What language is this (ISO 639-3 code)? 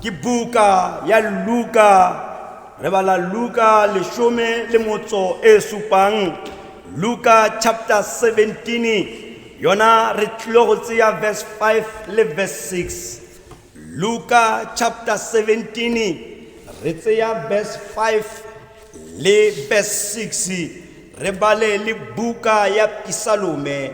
tsn